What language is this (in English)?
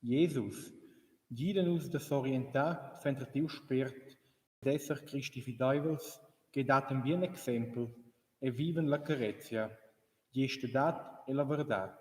Romansh